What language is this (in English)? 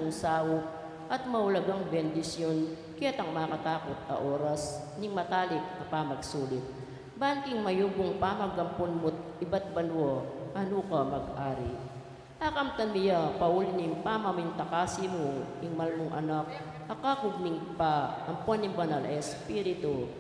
Pampanga